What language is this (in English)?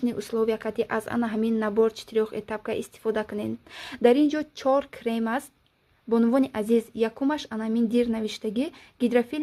Tajik